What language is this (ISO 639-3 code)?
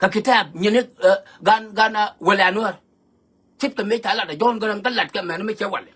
nus